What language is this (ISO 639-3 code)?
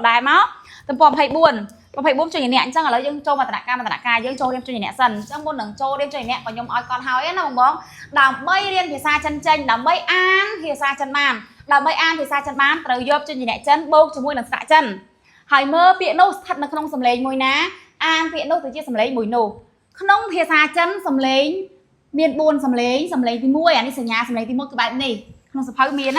khm